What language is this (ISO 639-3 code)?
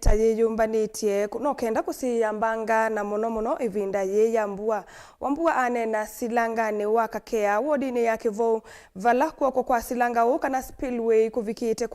kam